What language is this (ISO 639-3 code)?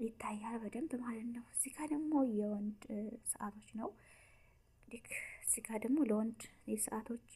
amh